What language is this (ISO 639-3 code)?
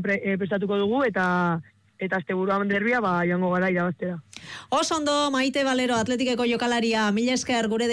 eus